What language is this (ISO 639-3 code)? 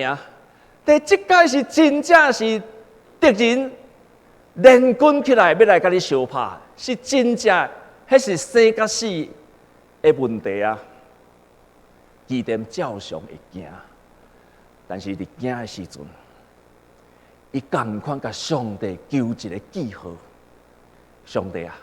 nan